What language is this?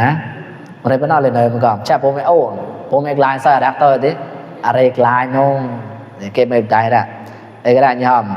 Mon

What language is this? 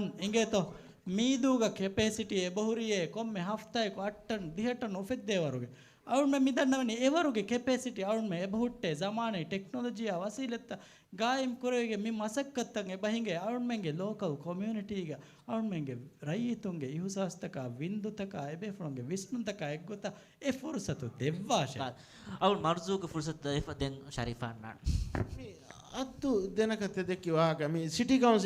Divehi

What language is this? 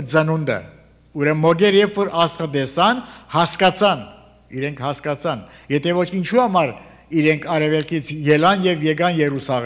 Armenian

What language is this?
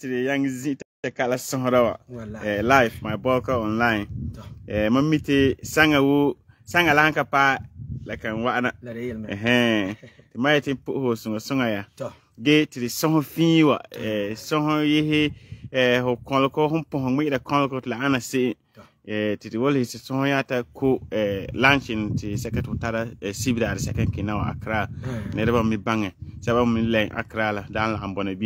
Frafra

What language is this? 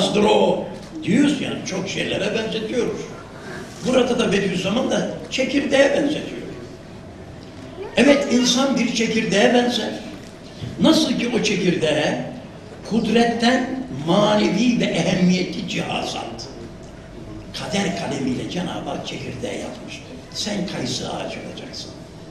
Turkish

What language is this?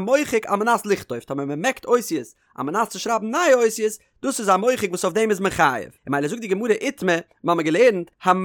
Yiddish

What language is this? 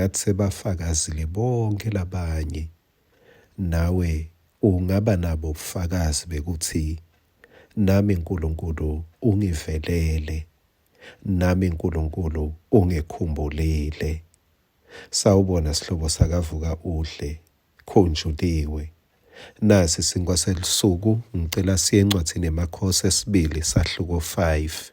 Swati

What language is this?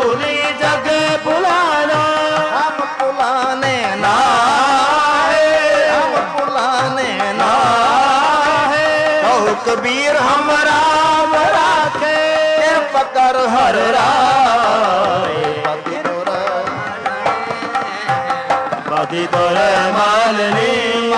Punjabi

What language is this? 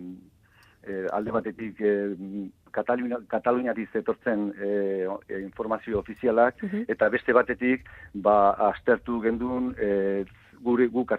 Basque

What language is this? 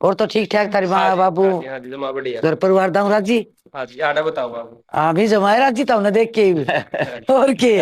Haryanvi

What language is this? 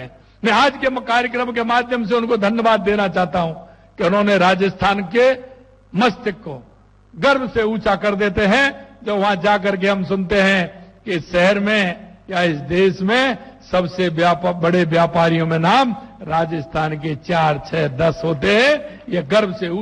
Hindi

